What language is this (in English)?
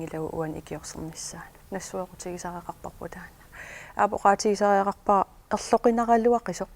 Kalaallisut